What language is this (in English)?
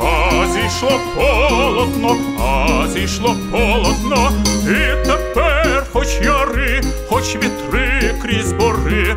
Ukrainian